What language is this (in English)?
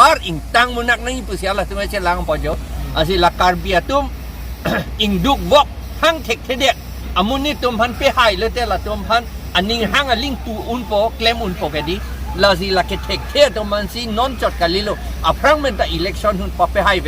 Karbi